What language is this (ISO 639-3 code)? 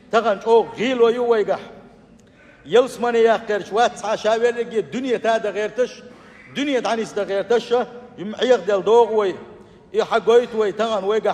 che